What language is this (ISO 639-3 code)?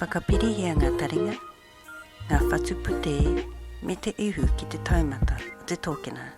mri